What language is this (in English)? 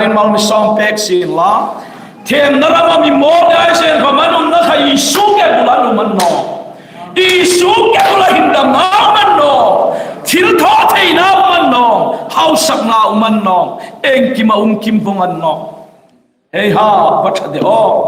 Hmar